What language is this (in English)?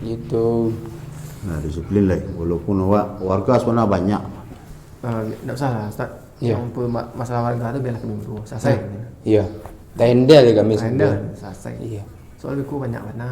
Minangkabau